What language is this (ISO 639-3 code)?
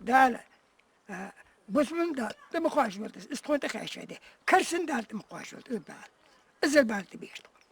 inh